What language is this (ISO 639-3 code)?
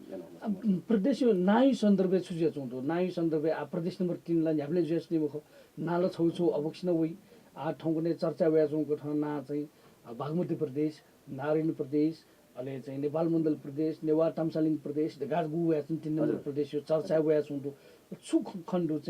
new